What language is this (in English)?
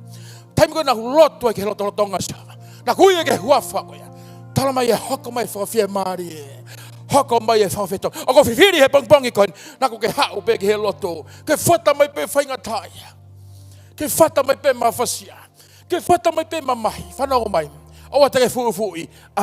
Tongan